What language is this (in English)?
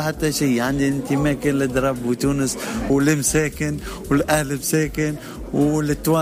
Tunisian Arabic